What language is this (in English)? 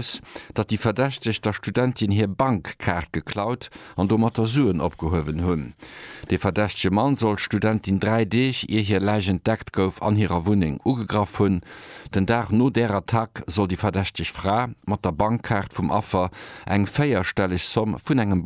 Luxembourgish